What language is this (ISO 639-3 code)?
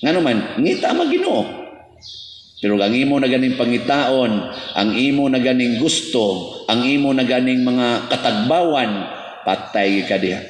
ceb